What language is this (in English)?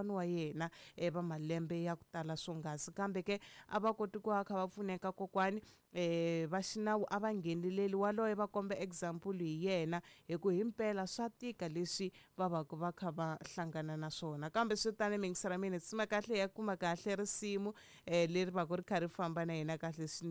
Tsonga